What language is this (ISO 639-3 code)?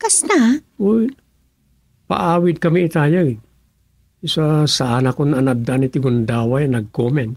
ilo